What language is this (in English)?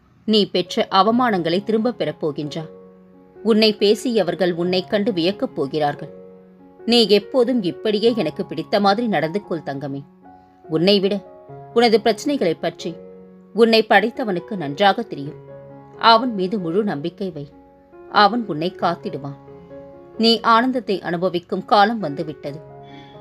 Tamil